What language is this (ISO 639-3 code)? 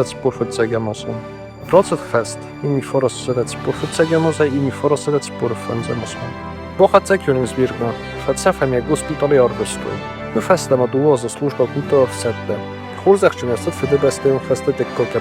oss